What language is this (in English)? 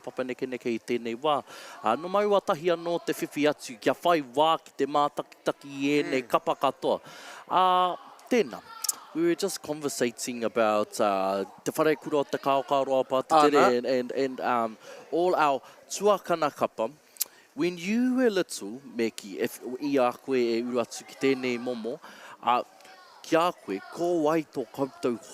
Māori